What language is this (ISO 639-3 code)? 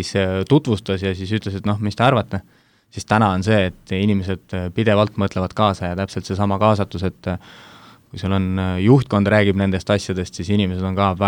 est